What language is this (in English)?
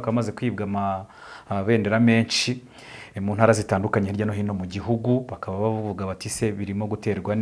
Kinyarwanda